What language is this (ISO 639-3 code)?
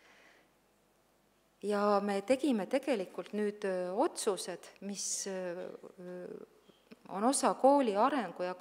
est